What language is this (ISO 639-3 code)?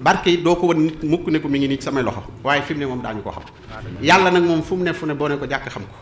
wol